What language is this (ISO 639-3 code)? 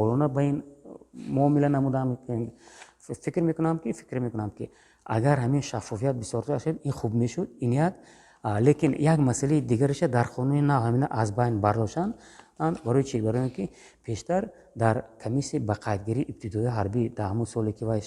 tgk